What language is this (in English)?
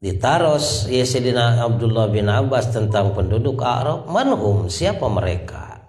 Sundanese